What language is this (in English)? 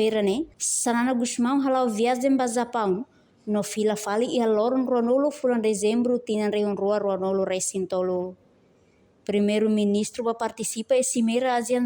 Tetum